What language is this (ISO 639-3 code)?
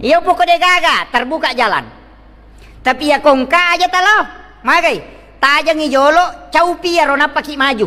bug